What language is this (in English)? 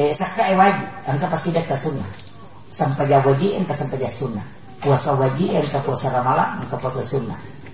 Buginese